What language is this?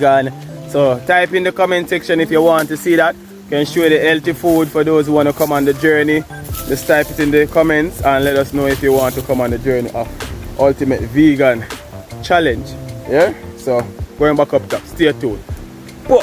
Jamaican Creole English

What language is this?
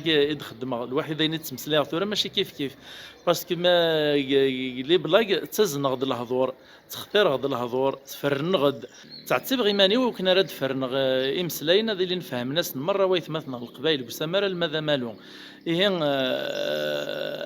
Kabyle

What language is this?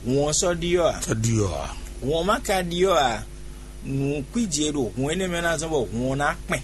Fon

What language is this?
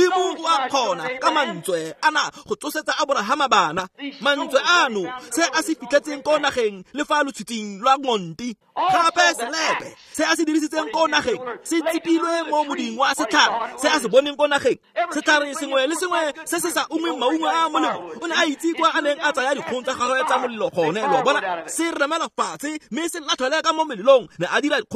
Tswana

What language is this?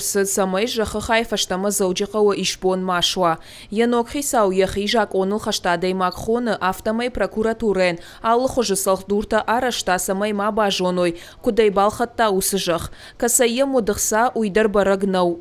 Ossetic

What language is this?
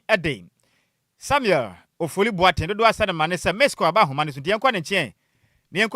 Akan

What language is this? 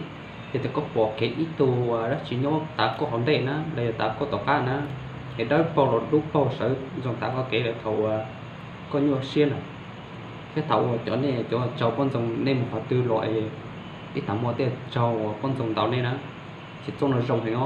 Hmong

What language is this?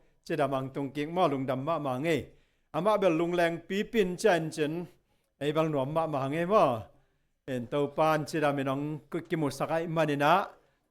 Tedim Chin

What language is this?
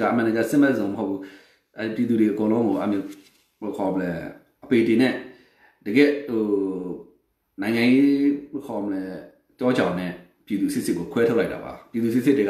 Burmese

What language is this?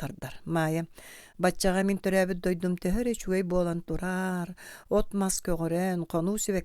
Yakut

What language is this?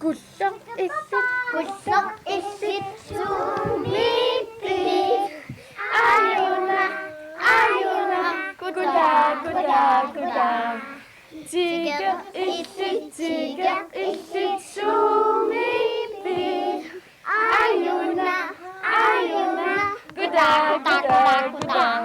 Kalaallisut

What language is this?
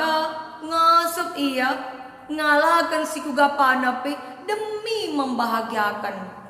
Batak Karo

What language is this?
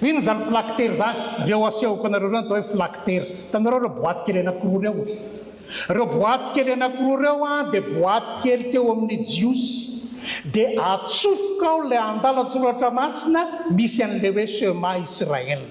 Malagasy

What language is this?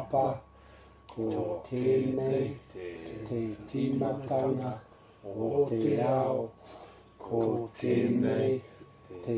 Māori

